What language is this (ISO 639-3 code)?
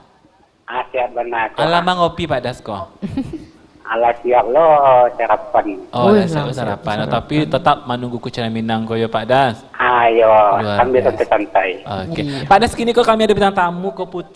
min